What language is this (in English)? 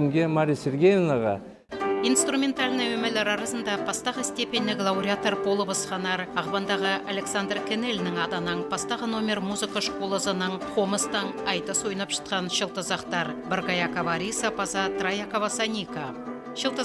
Khakas